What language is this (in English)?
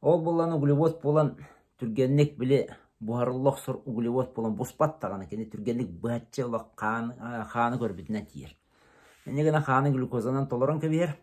Yakut